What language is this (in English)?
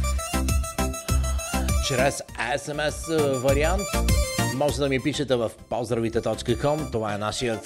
Bulgarian